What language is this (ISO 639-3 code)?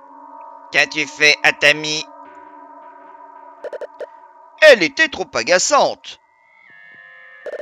fra